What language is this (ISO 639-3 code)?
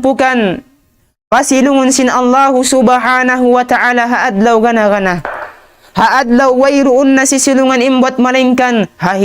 tsg